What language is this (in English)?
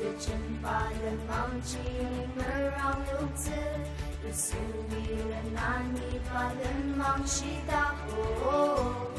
Ao Naga